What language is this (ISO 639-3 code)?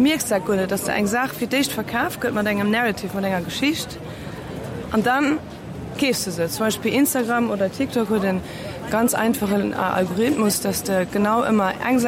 ltz